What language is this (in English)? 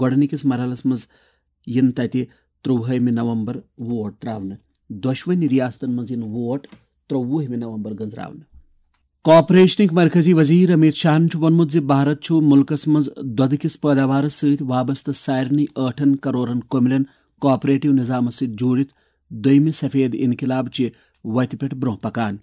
Kashmiri